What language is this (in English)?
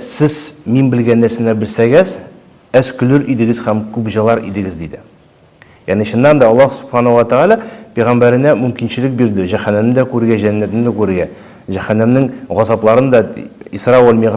Tatar